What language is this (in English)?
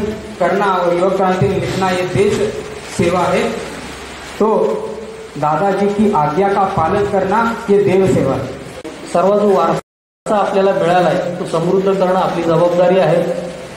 Marathi